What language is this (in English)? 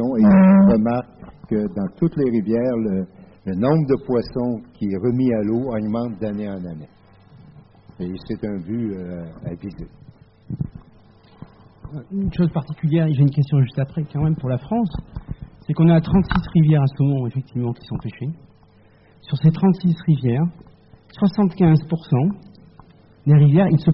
French